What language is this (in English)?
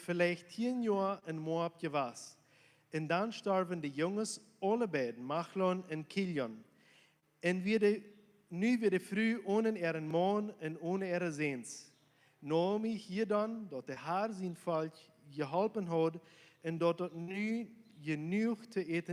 Plautdietsch